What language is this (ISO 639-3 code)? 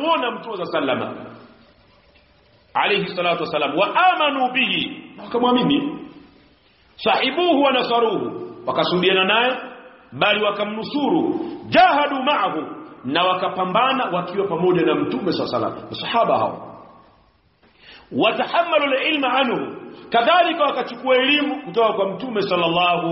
swa